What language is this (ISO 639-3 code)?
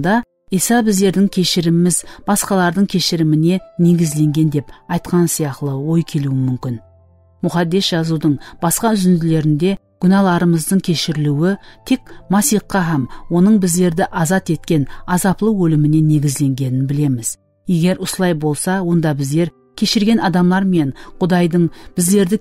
kaa